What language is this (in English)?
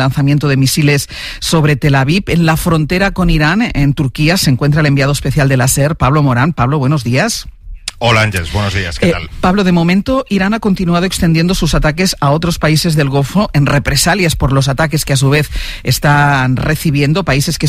Spanish